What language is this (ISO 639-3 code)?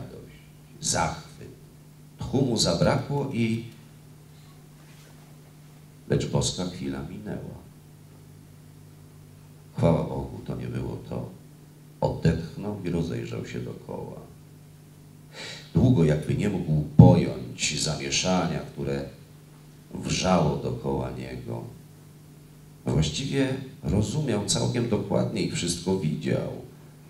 pol